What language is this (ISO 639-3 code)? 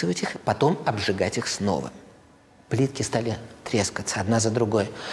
rus